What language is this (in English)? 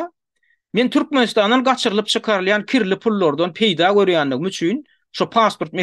Turkmen